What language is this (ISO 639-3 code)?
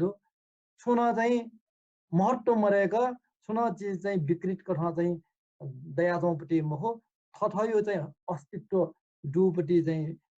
new